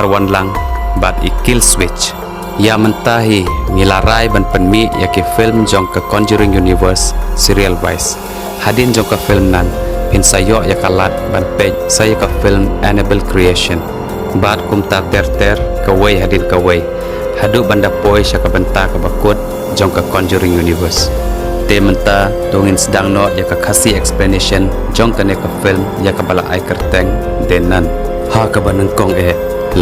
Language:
Khasi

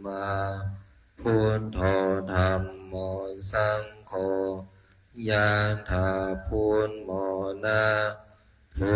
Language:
Pali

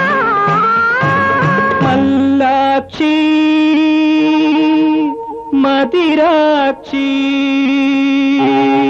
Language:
Malayalam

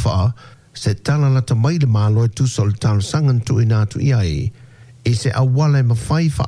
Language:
Samoan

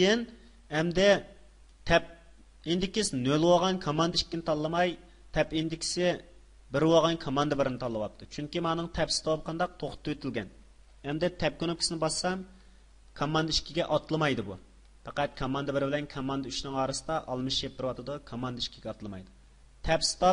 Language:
Uyghur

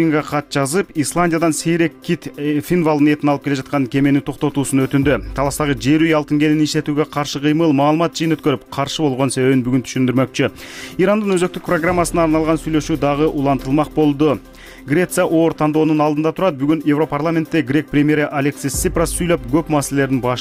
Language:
Kyrgyz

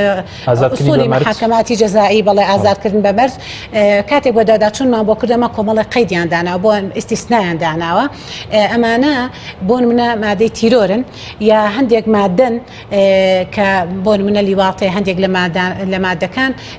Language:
Central Kurdish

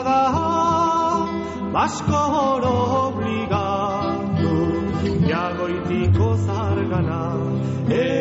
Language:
Basque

